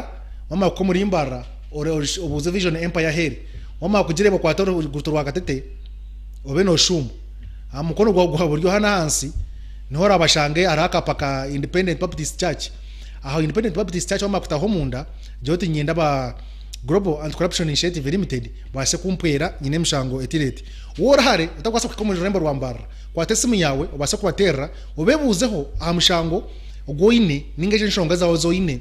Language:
Nyankole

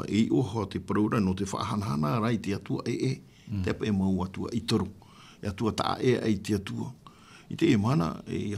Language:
Tahitian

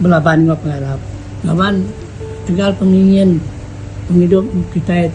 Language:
Iban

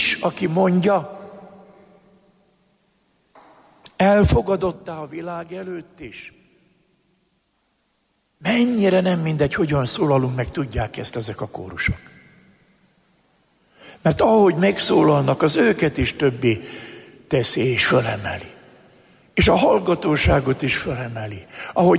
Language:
Hungarian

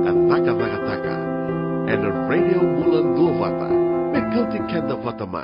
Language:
Fijian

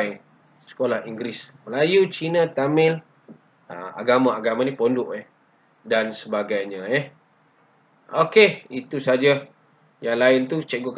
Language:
Malay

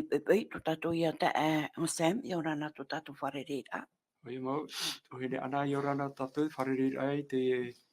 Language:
Tahitian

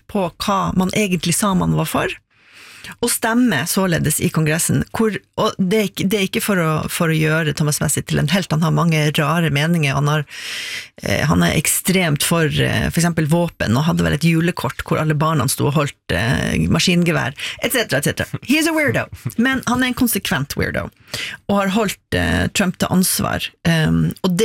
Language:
Norwegian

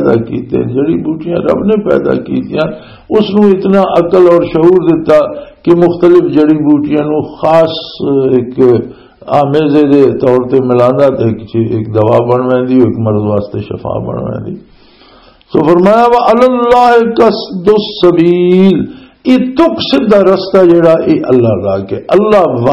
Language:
Western Panjabi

